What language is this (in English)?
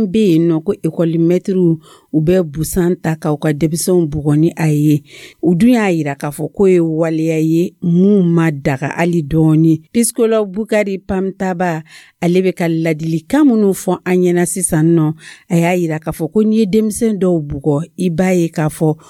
Dyula